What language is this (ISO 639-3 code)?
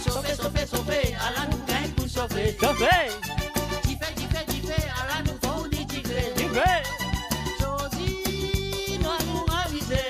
mfe